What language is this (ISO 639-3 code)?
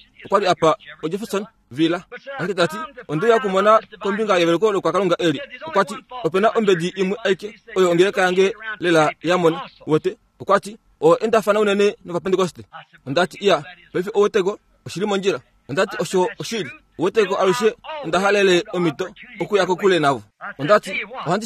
kua